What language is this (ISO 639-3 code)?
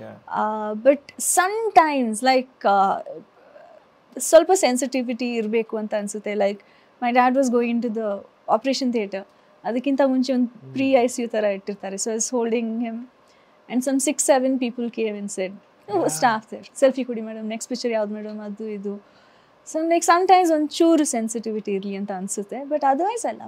kan